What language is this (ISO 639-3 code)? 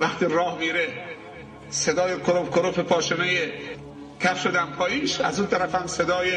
fas